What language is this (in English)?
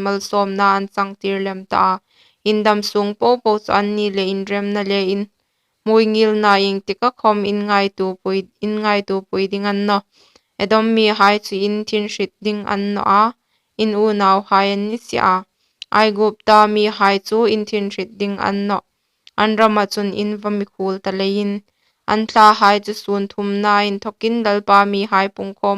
Hmar